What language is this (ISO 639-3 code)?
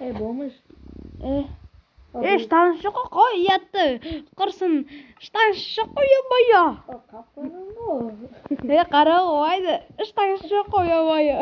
kaa